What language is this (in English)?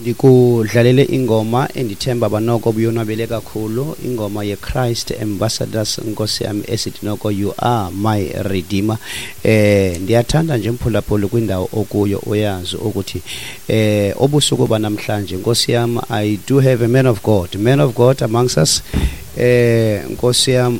Xhosa